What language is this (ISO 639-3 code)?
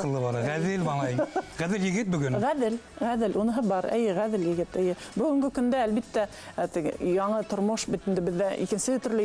bak